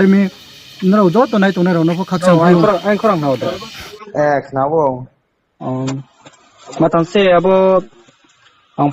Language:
Riang (India)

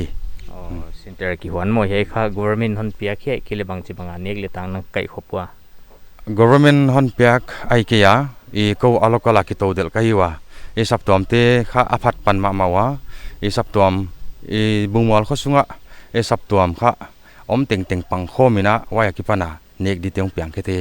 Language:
Paite Chin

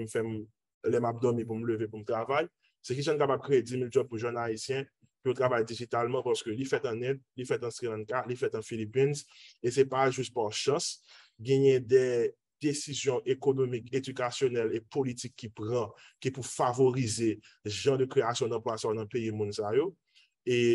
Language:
Haitian Creole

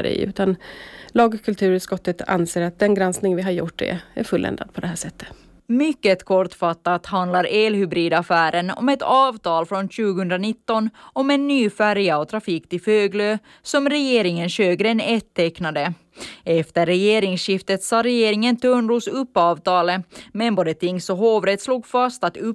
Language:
Swedish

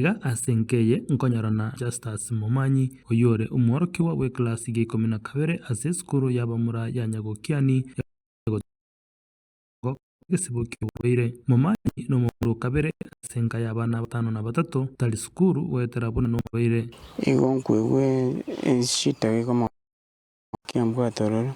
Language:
Gusii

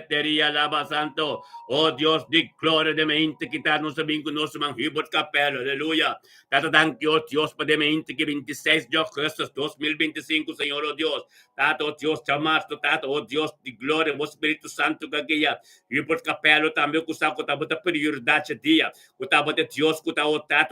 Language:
Papiamento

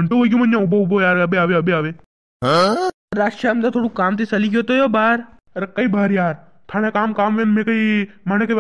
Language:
Rajasthani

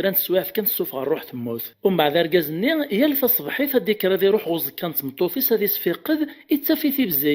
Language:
Kabyle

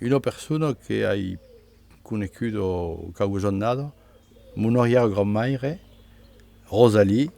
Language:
Occitan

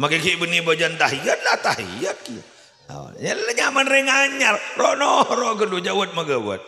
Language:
Madurese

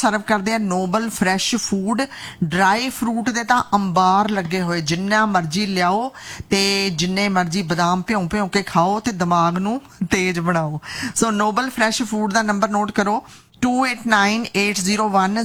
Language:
Punjabi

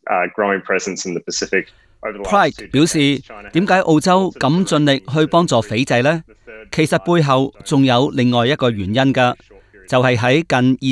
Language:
Cantonese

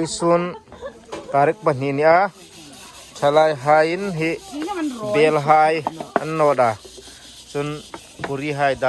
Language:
Hmar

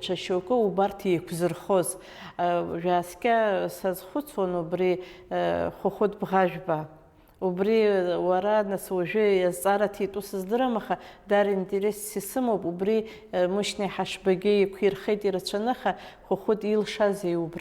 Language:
Abkhazian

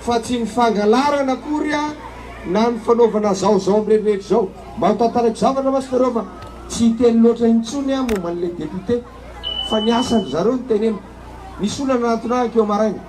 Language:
Malagasy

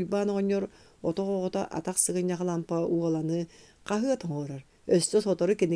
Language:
Yakut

